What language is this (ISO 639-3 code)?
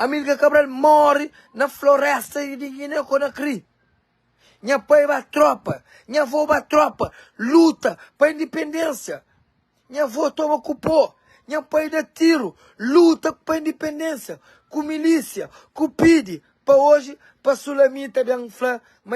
kea